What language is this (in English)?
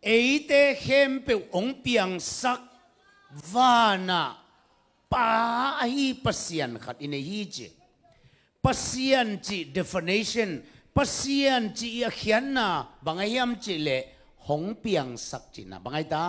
Tedim Chin